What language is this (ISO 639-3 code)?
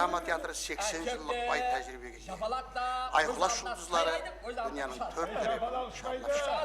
kaa